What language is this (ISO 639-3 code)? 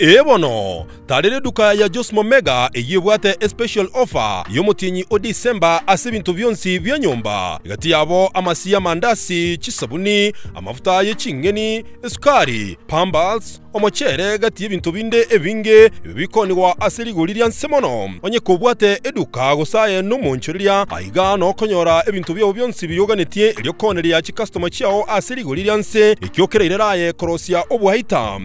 guz